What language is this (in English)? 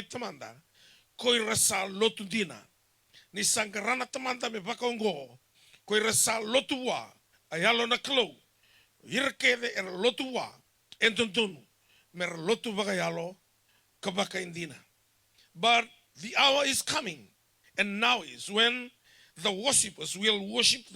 Fijian